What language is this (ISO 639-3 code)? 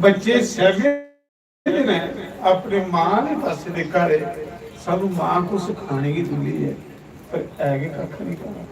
doi